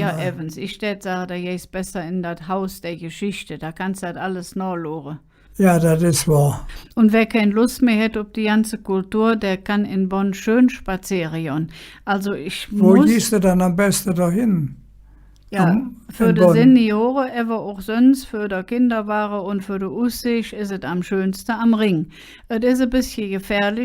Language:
Colognian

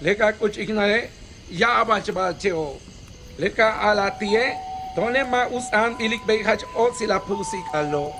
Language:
Yucateco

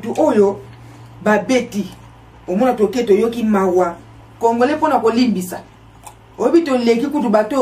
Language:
Lingala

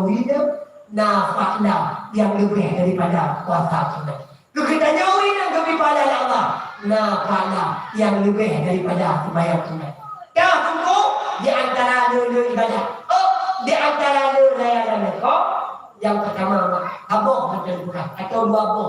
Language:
Achinese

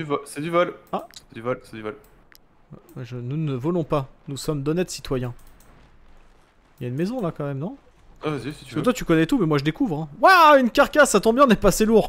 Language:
French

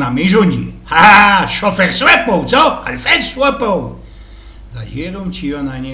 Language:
Silesian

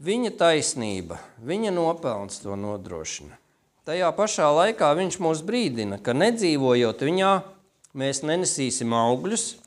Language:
Latvian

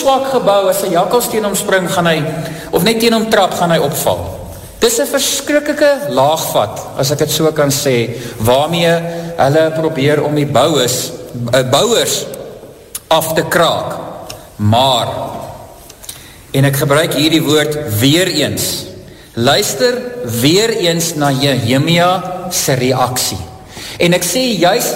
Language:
Afrikaans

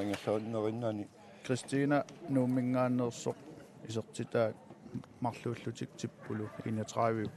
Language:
Kalaallisut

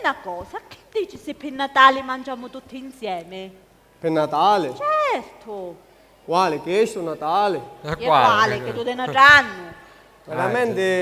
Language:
Sicilian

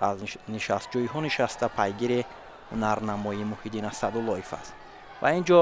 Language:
Tajik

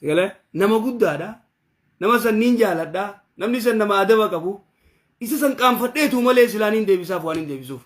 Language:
Oromo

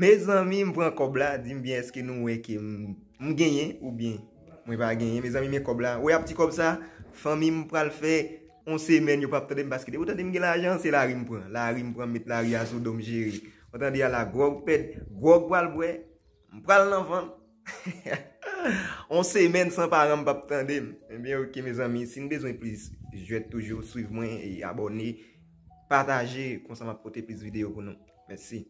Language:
Haitian Creole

